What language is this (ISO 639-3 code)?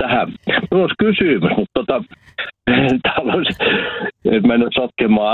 fin